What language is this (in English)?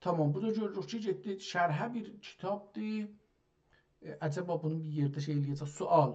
South Azerbaijani